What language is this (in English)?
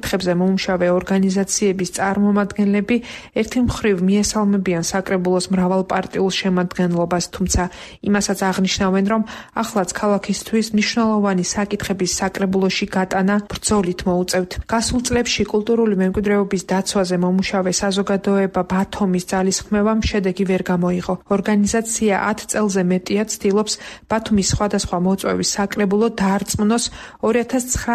Georgian